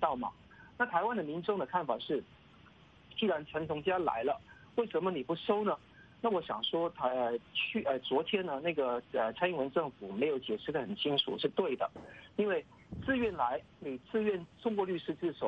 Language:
Chinese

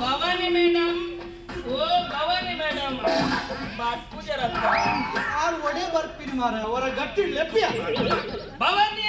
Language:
Tulu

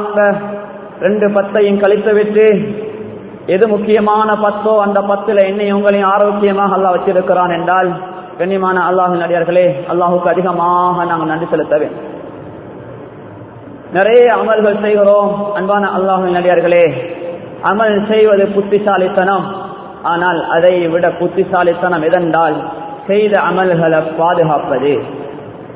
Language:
Tamil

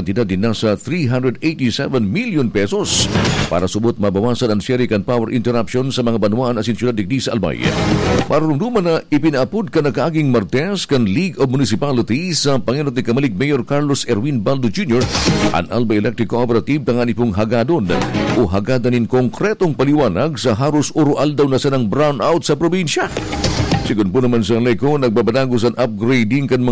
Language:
Bikol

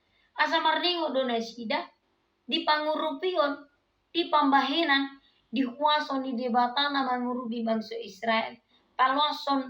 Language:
Batak Toba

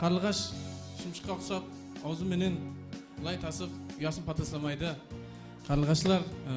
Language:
Kara-Kalpak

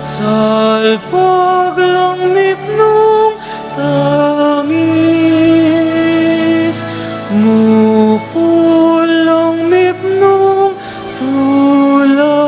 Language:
Pampanga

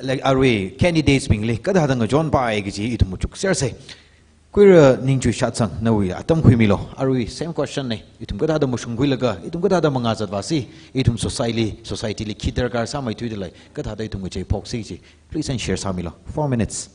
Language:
Tangkhul Naga (India)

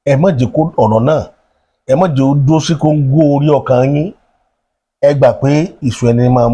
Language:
Yoruba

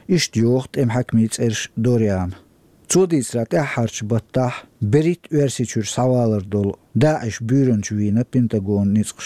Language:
Chechen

